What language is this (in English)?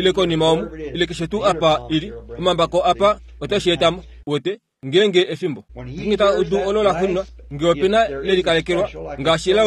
Kuanyama